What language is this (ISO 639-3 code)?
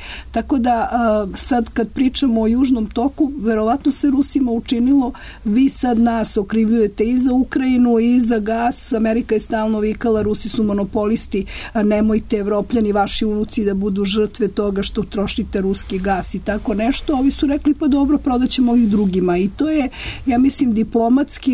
srp